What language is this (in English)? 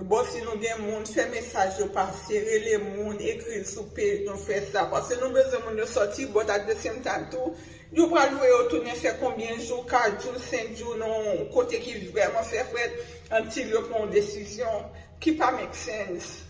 Haitian Creole